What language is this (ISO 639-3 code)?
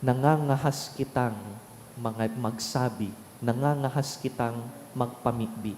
bik